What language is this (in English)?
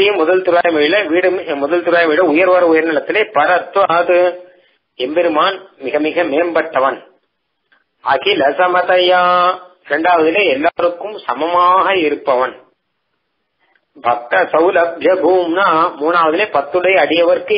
Tamil